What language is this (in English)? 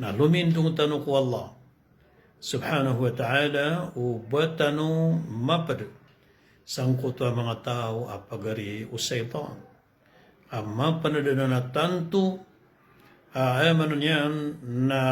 Maranao